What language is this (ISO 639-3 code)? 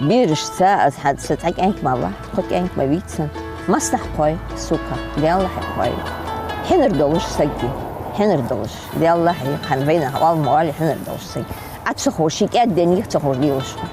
inh